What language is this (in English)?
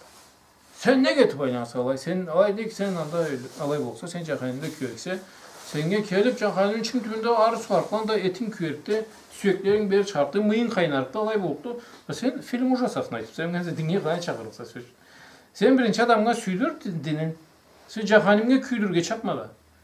Karachay-Balkar